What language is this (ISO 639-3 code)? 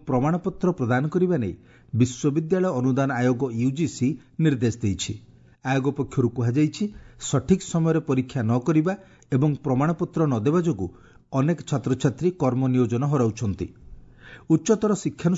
ori